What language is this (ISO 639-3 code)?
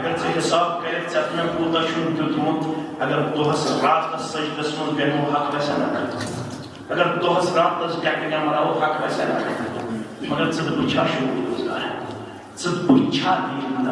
kas